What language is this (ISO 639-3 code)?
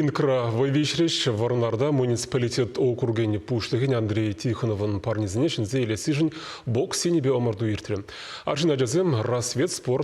chv